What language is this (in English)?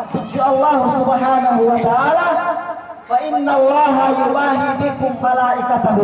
Yakan